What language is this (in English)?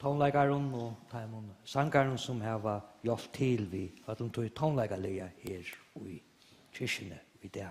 Faroese